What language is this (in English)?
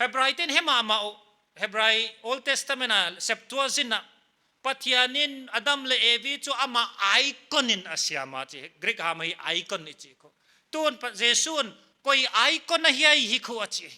Paite Chin